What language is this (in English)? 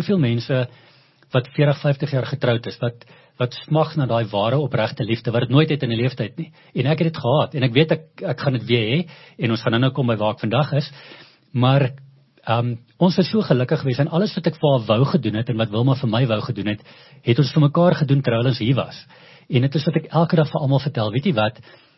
Afrikaans